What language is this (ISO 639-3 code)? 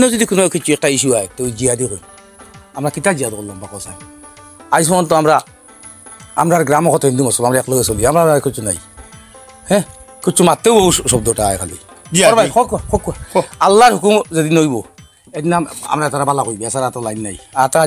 syl